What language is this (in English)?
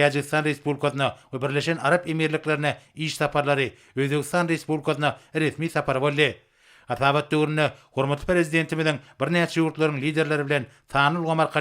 Turkmen